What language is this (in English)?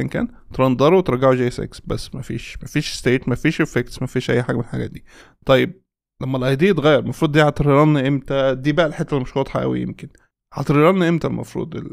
Egyptian Arabic